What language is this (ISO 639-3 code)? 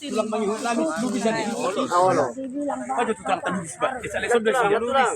bbc